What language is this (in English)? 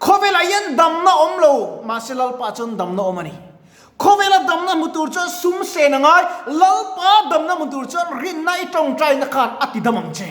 Mizo